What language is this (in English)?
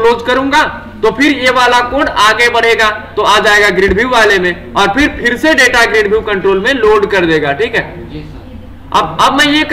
Hindi